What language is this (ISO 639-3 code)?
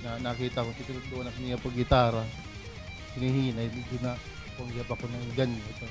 war